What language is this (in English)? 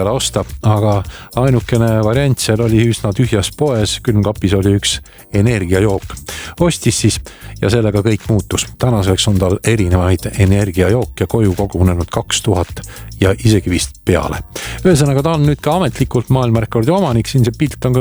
Estonian